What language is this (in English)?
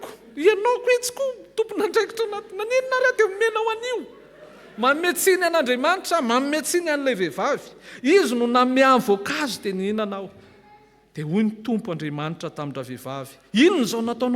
Malagasy